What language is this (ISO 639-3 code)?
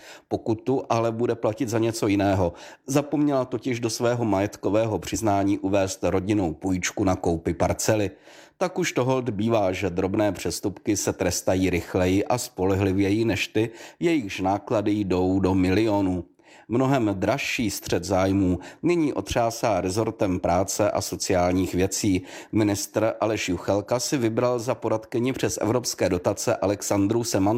ces